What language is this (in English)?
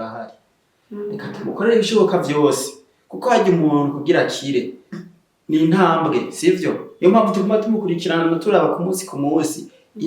Rundi